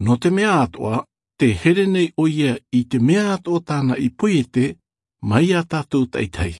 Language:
Tahitian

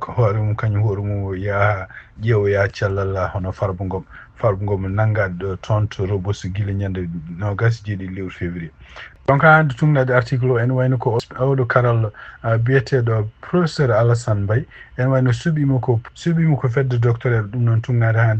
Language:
Fula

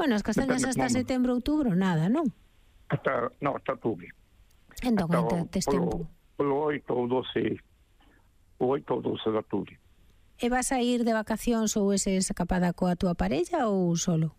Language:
Galician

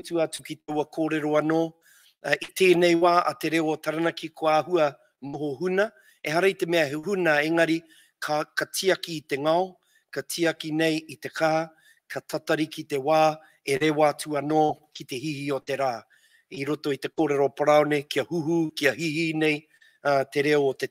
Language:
Māori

